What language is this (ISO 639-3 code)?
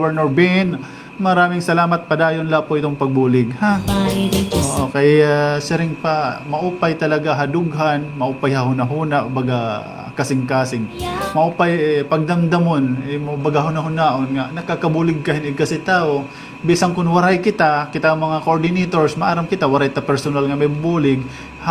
war